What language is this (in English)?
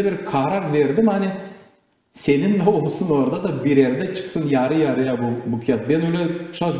Gagauz